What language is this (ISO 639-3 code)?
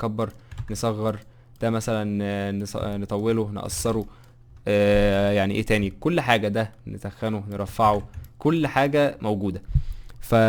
arz